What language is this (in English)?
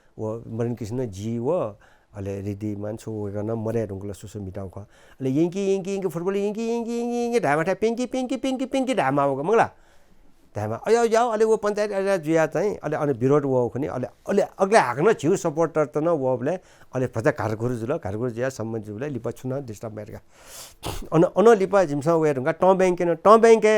Newari